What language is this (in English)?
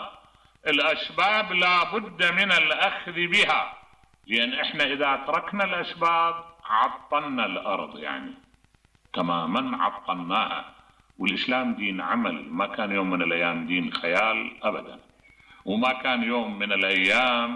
Mesopotamian Arabic